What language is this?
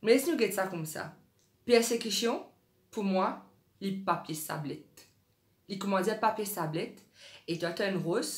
Morisyen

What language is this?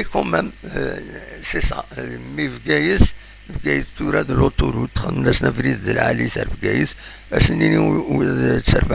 Kabyle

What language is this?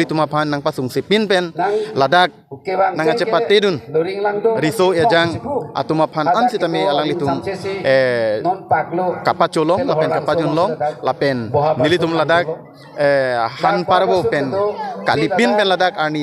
Karbi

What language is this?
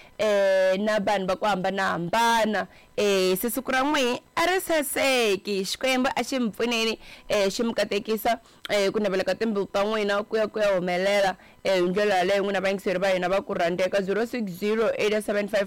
Tsonga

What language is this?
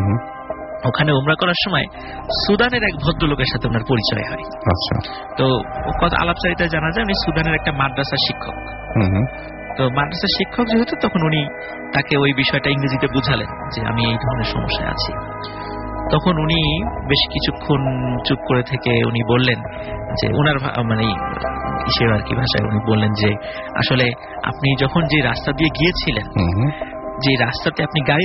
Bangla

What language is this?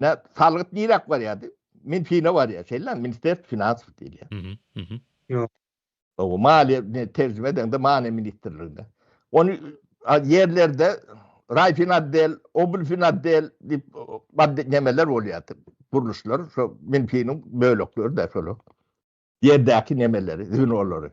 Turkmen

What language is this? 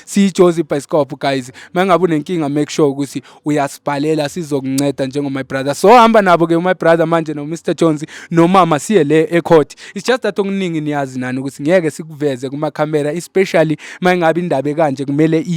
Zulu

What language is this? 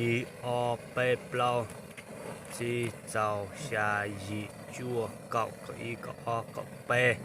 Hmong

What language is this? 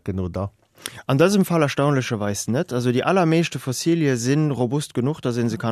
Luxembourgish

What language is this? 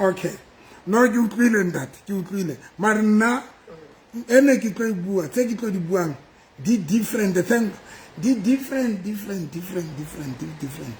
Southern Sotho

